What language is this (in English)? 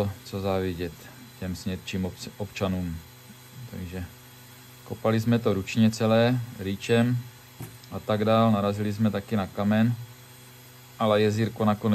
Czech